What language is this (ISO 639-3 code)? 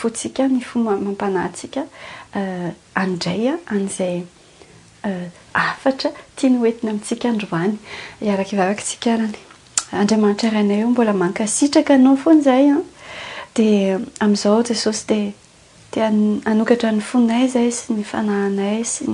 mlg